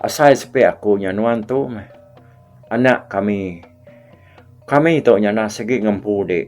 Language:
Iban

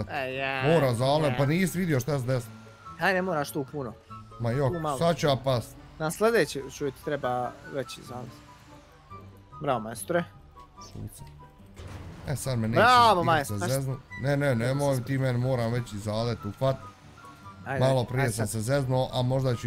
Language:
Bosnian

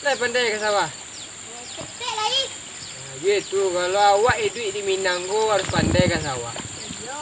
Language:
Minangkabau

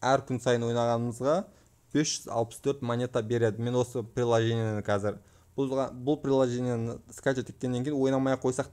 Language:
Kazakh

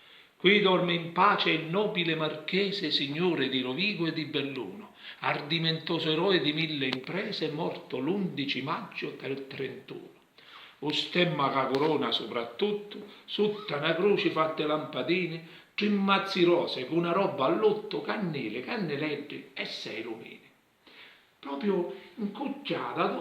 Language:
Sicilian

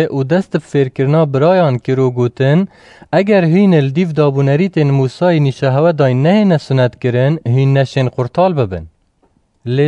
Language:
Kurdish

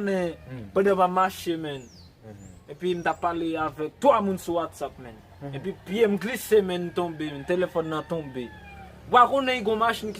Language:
Haitian Creole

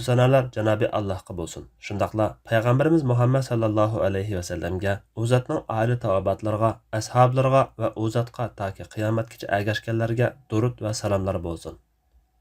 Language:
Uyghur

